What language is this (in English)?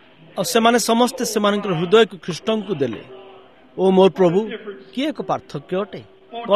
Odia